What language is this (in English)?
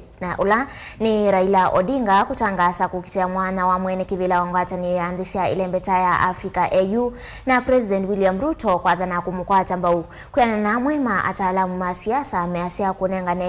Kamba